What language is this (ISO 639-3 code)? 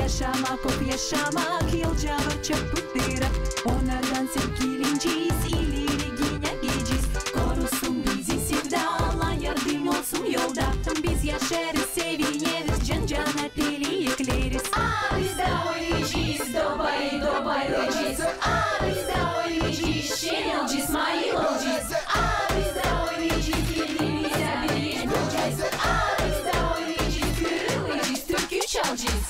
gag